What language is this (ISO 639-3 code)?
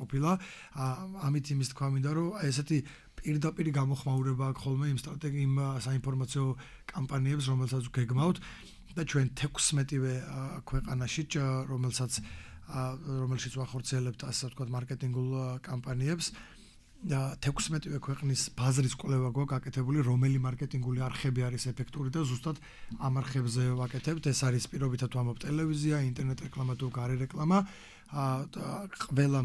kat